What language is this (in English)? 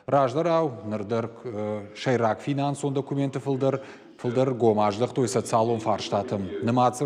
Ossetic